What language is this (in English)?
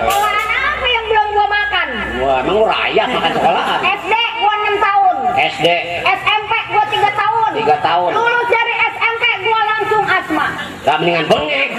Betawi